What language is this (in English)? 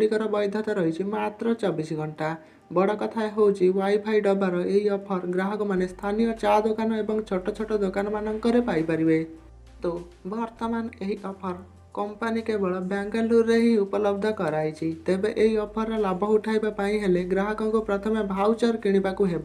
Odia